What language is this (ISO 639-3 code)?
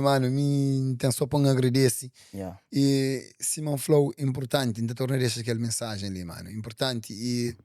kea